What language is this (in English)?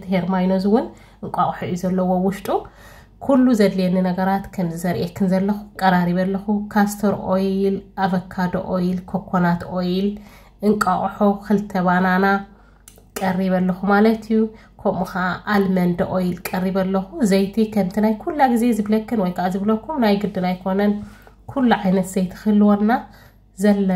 Tigrinya